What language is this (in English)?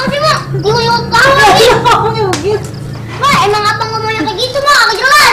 Betawi